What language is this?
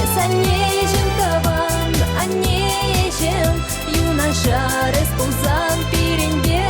Chuvash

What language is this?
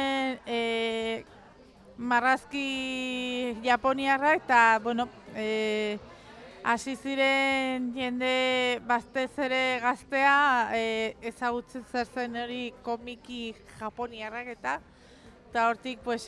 Basque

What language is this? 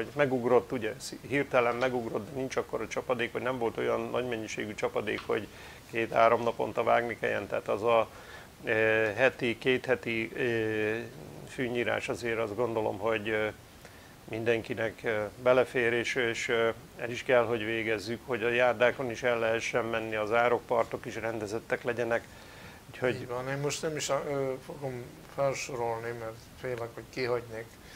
Hungarian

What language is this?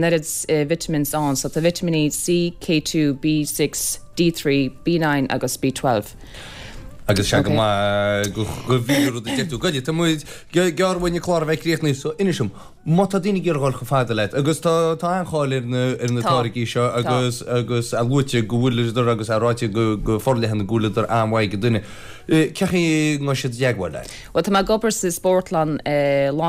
Irish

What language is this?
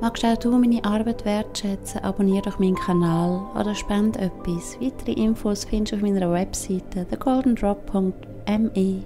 Swiss German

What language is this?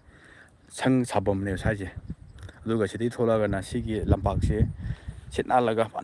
Manipuri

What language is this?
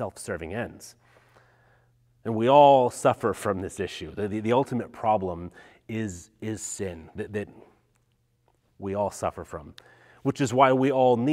English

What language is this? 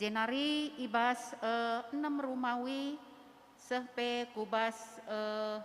Batak Karo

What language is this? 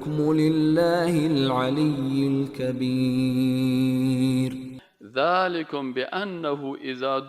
Persian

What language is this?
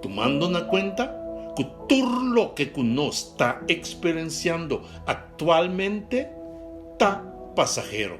Papiamento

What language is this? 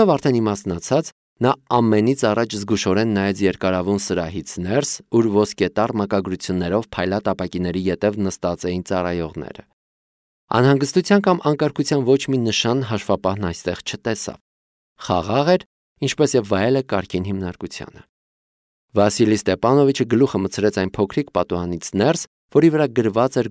Armenian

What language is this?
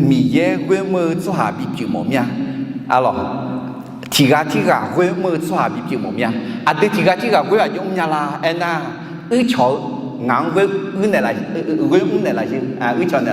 Akha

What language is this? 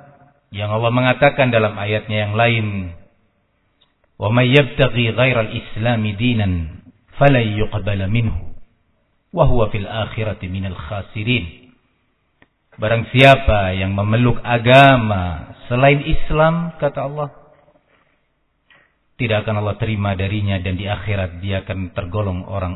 Indonesian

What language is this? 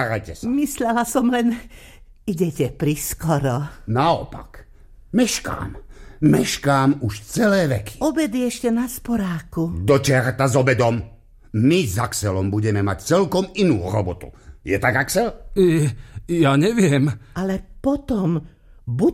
Slovak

